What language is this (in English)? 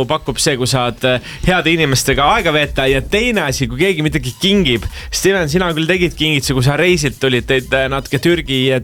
Estonian